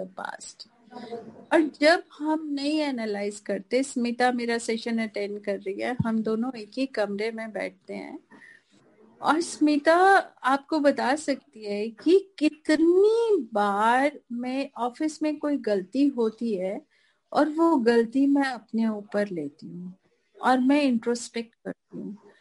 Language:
Hindi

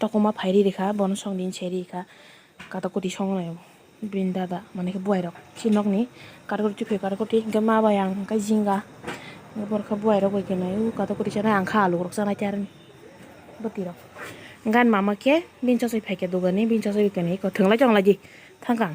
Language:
Kok Borok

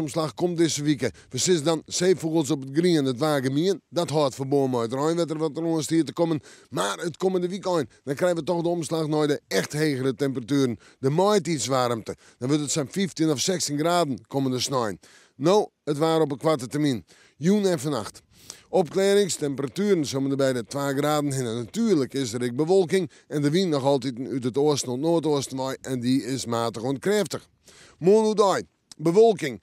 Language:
Western Frisian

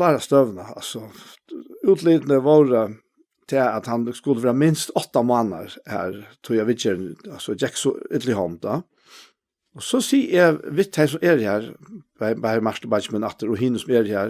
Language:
Faroese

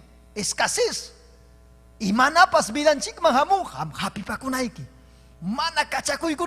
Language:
Ayacucho Quechua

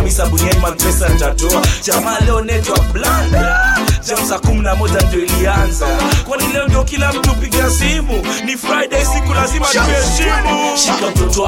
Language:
Swahili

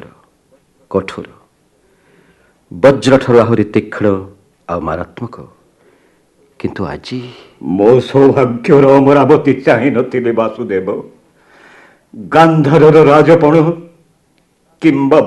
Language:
Odia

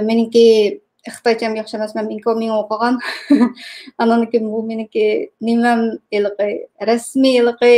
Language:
Uyghur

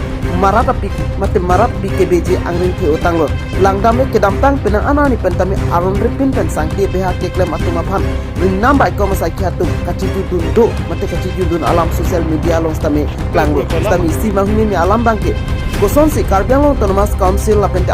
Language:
Karbi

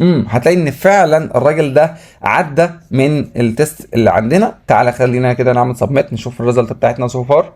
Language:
Egyptian Arabic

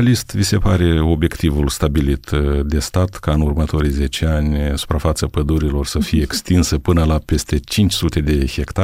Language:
Romanian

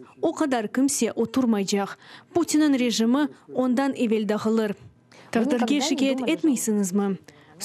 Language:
Crimean Tatar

